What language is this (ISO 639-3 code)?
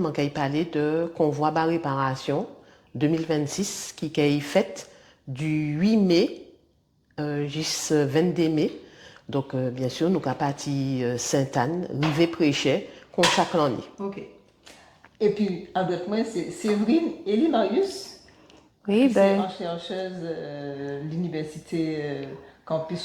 gcf